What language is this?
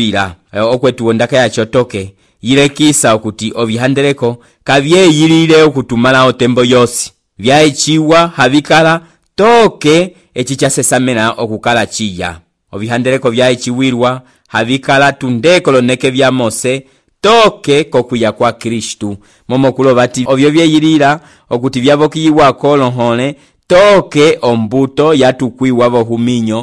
Umbundu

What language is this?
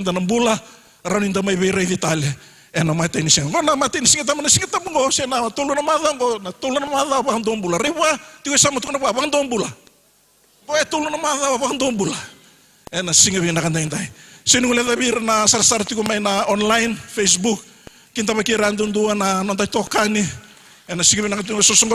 Fijian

